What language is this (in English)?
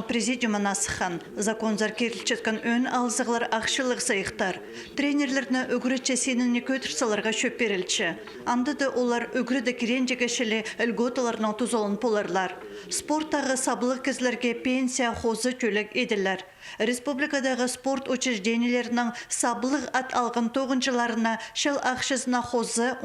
Khakas